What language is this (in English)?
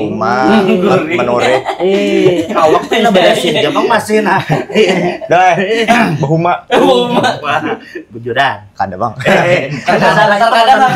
Banjar